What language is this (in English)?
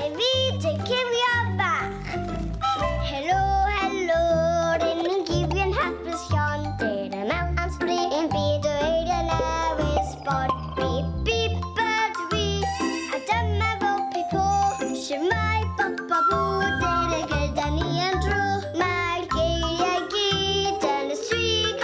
Welsh